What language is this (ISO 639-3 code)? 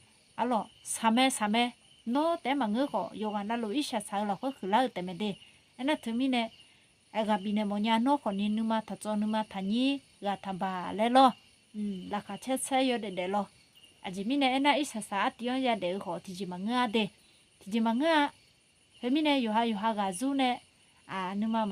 ahk